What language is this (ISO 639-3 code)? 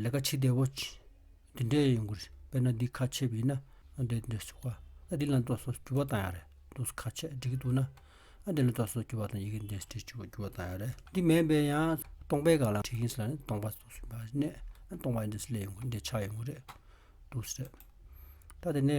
bod